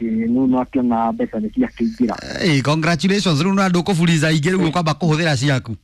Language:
Kikuyu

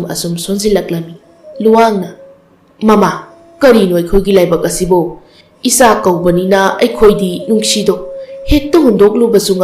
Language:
Manipuri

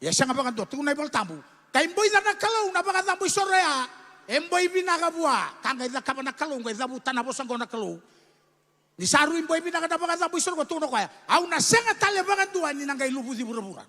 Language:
Fijian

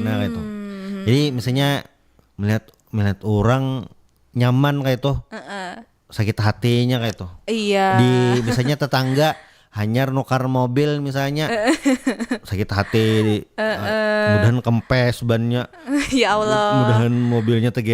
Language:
Banjar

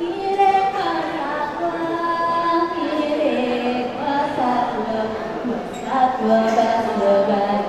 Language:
Balinese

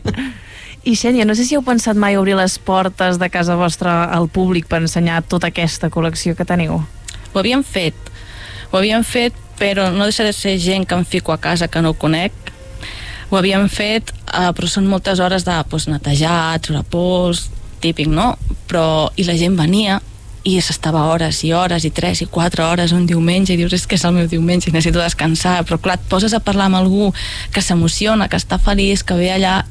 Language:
Catalan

